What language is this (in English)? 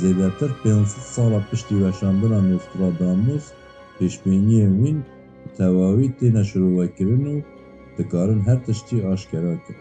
Kurdish